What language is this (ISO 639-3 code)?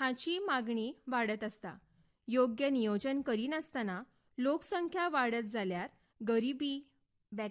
kok